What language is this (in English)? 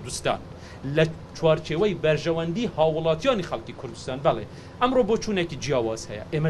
Central Kurdish